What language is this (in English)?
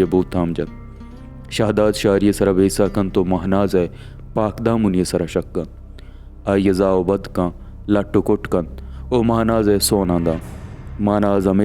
Baluchi